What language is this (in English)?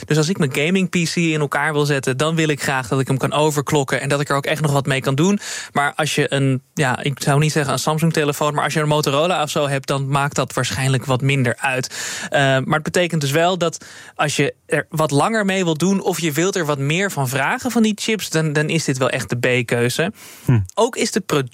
Dutch